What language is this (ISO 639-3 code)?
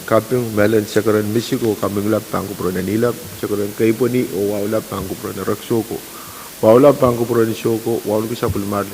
pon